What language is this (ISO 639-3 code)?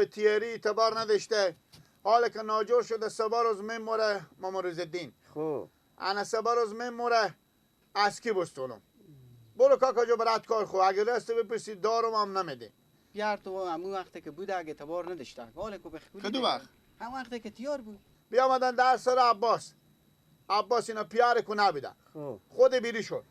fas